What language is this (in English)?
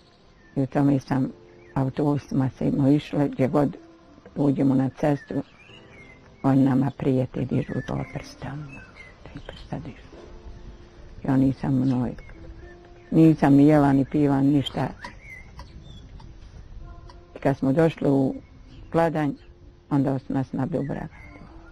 Bosnian